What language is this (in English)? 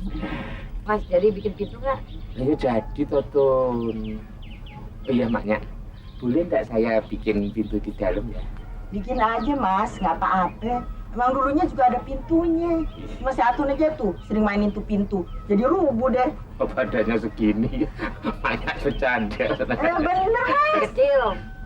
Betawi